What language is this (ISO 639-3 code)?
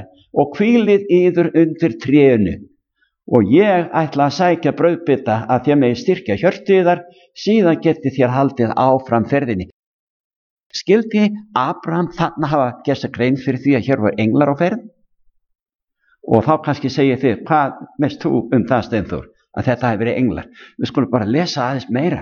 isl